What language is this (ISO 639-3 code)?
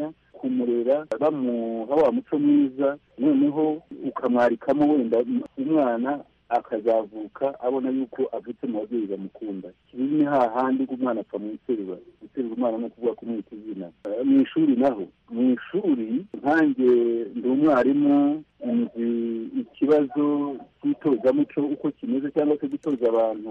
kin